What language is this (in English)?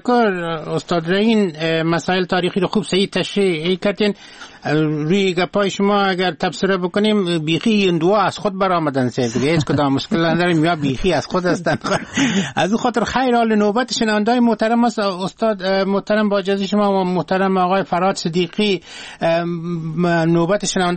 Persian